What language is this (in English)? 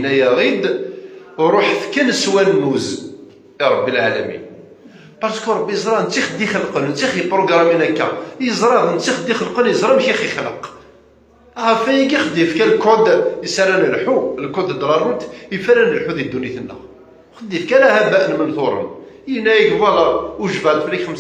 Kabyle